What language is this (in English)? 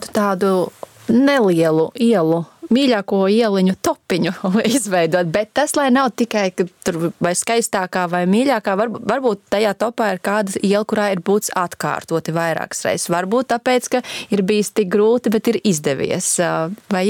Latvian